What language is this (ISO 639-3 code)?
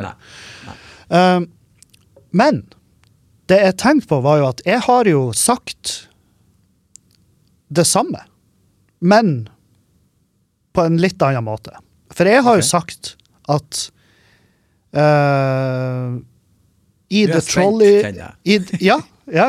nor